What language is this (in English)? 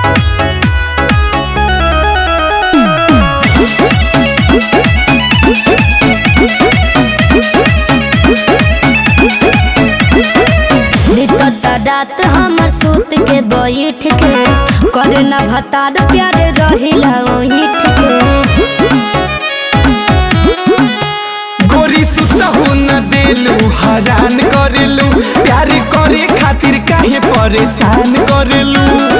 Bhojpuri